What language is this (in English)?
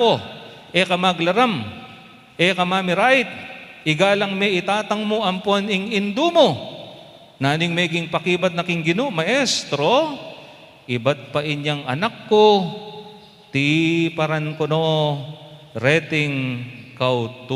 Pampanga